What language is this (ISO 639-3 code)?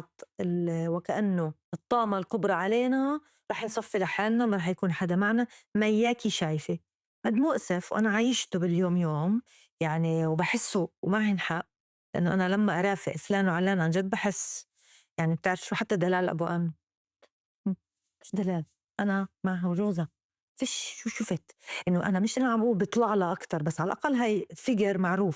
apc